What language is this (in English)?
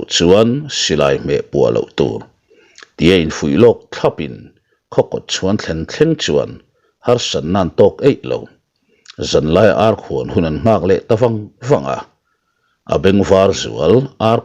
Mizo